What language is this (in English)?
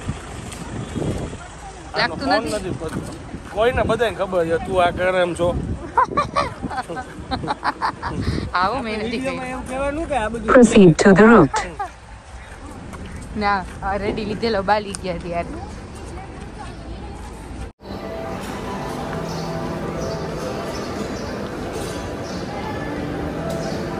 Gujarati